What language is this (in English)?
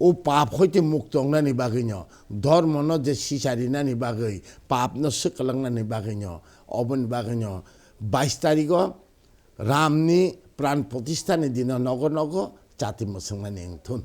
Kok Borok